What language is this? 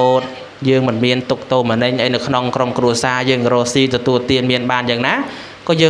Khmer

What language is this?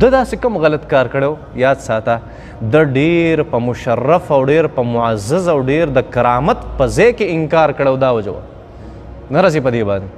Pashto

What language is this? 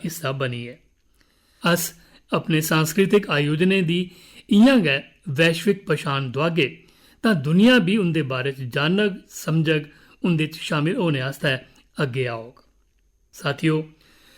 Dogri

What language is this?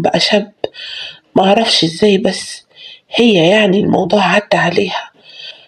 Egyptian Arabic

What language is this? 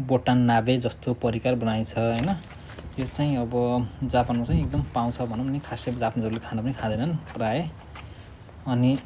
Nepali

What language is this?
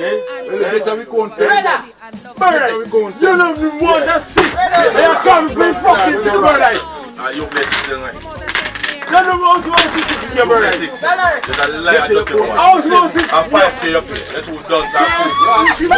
Jamaican Creole English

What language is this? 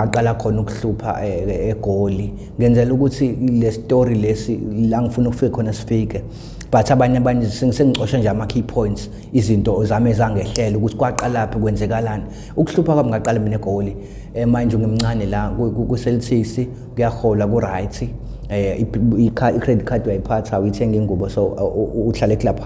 Zulu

